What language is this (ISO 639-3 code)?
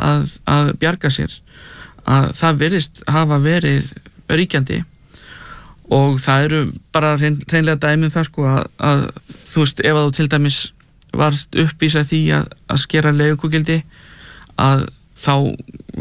isl